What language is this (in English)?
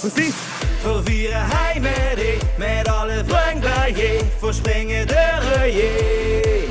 Limburgish